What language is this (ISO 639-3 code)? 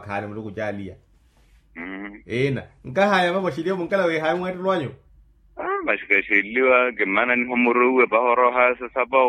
vmw